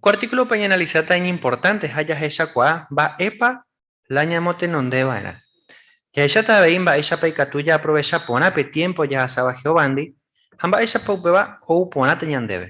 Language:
Guarani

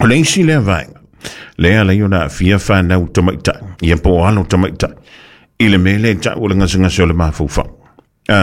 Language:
Samoan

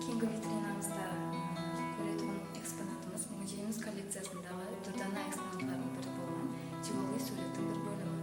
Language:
Kara-Kalpak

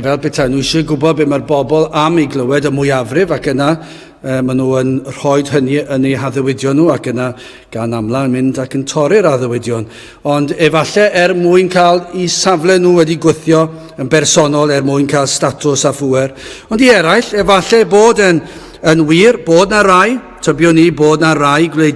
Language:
Welsh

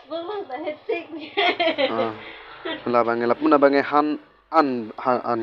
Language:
Karbi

